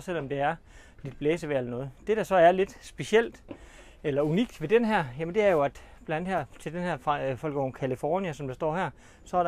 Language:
Danish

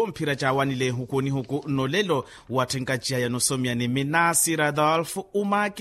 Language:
Makhuwa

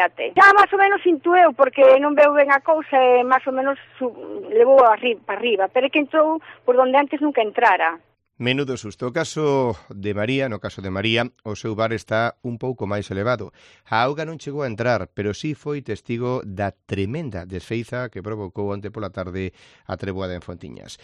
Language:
Galician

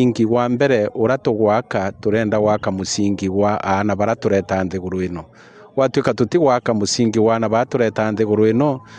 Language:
Meru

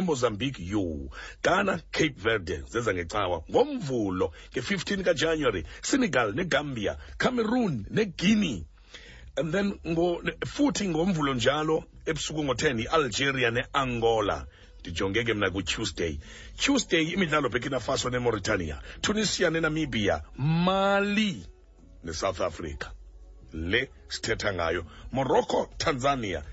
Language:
Xhosa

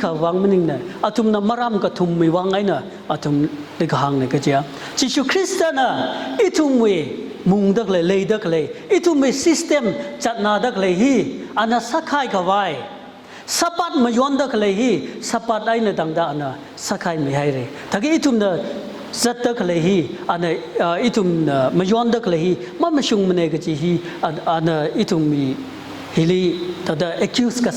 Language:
Tangkhul Naga (India)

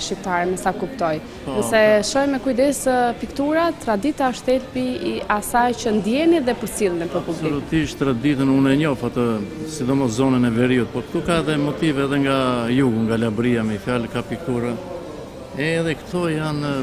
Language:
Albanian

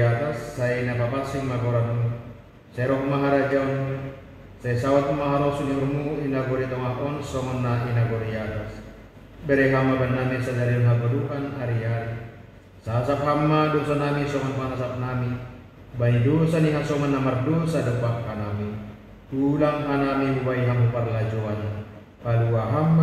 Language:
Batak Simalungun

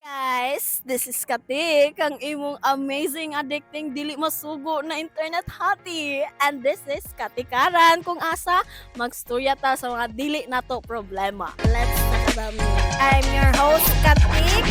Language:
Cebuano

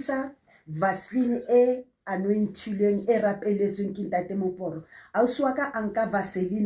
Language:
Southern Sotho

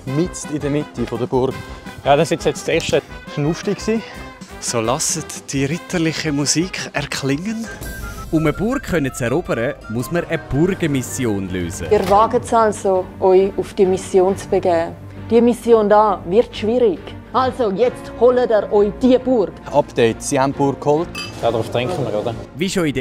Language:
Swiss German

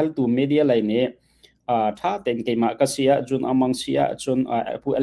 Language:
Hakha Chin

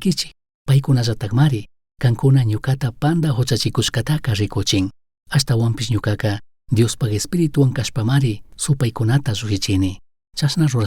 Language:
Chimborazo Highland Quichua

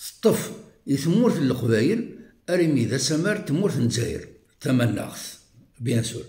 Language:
Kabyle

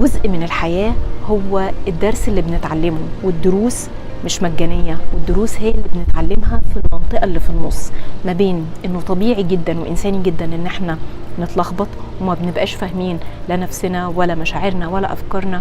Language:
Egyptian Arabic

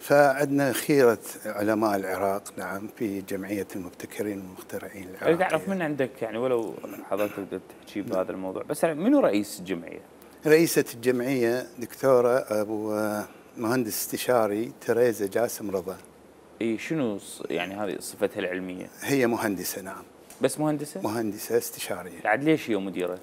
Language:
Mesopotamian Arabic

